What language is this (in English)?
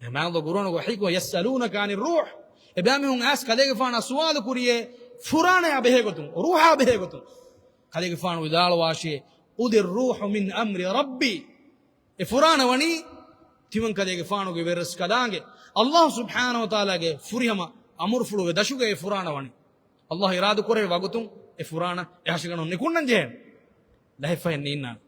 Divehi